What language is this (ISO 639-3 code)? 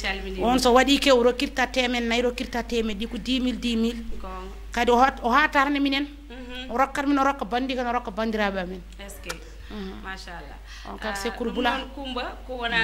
ful